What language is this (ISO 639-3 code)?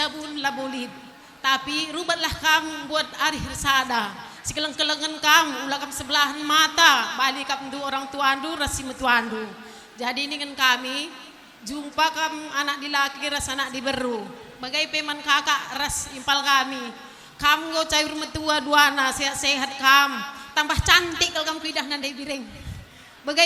btx